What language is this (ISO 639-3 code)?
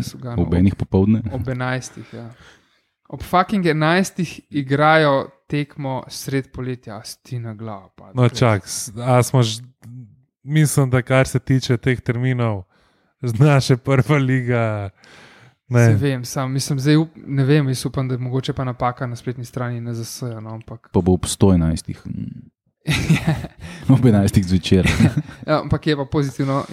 slv